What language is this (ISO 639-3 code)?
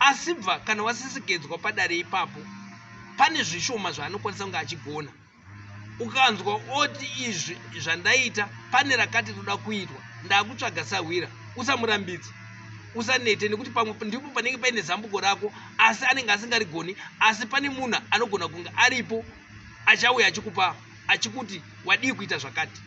sna